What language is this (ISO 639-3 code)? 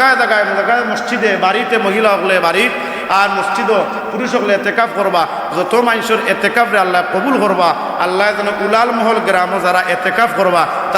syl